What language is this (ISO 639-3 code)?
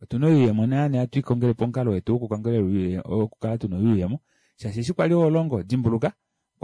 kua